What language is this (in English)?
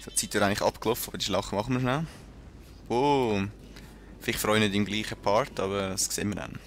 Swiss German